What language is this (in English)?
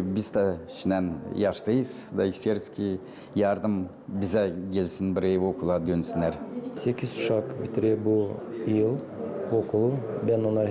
Gagauz